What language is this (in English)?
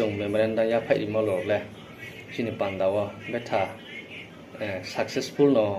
Riang (India)